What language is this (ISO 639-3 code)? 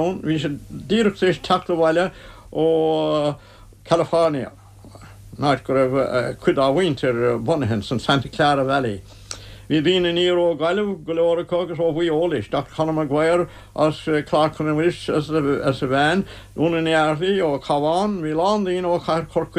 gle